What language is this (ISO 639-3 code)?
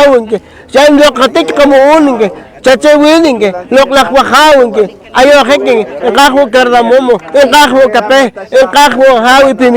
poh